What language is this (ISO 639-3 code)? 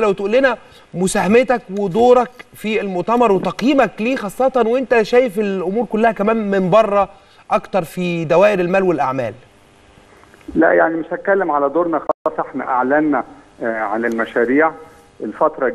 arz